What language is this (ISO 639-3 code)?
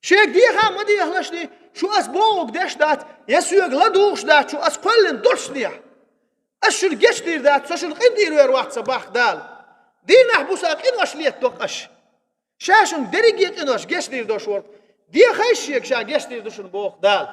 che